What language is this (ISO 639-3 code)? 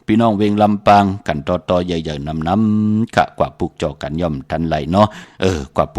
shn